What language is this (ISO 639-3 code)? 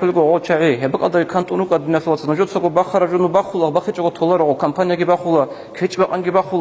ava